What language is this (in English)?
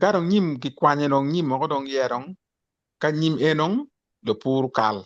Acoli